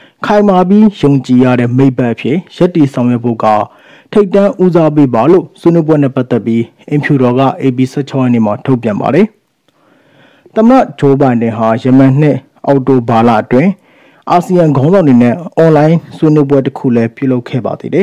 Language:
Burmese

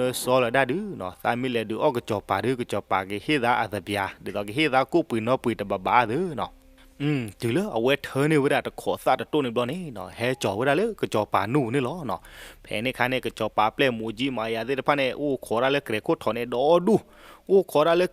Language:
S'gaw Karen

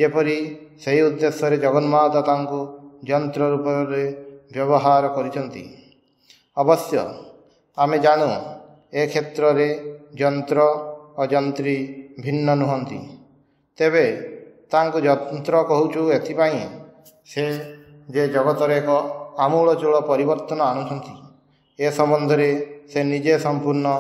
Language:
Odia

